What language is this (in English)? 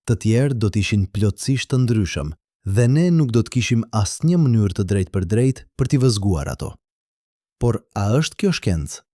Albanian